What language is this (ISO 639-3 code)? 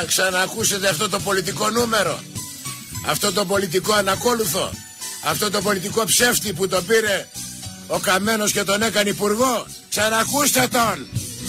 ell